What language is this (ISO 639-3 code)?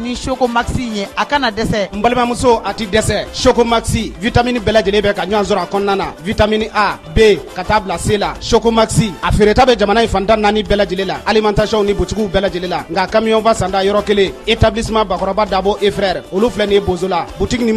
bam